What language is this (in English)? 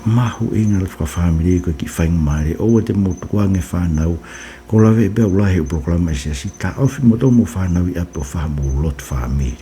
Tongan